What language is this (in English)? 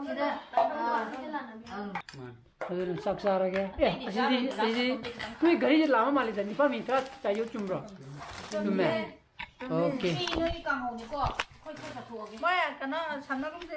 Manipuri